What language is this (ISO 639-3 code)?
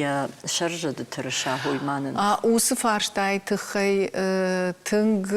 oss